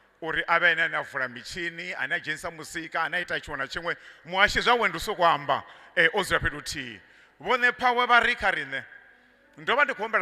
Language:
Venda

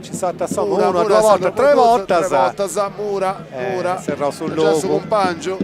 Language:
Sardinian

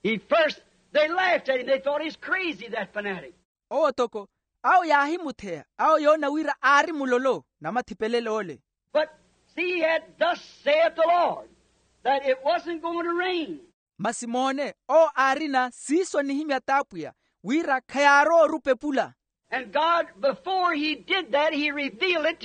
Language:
Makhuwa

